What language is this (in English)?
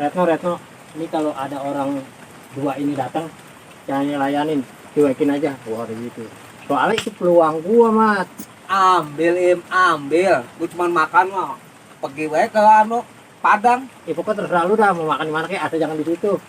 Betawi